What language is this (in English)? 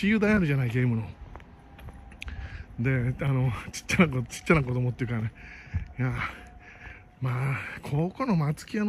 Japanese